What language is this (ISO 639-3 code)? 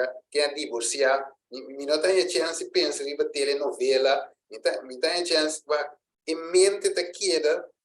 pap